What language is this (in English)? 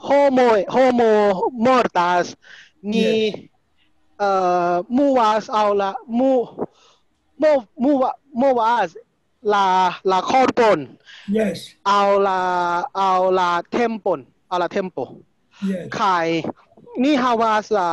Esperanto